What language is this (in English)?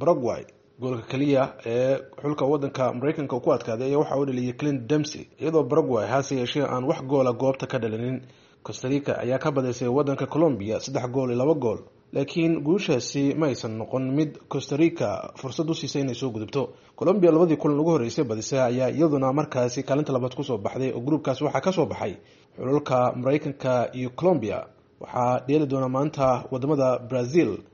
Somali